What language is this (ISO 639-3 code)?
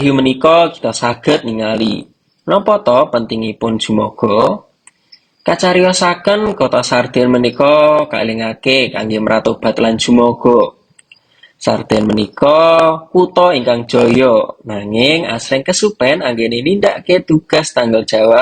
jav